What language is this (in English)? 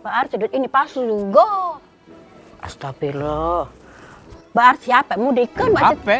Musi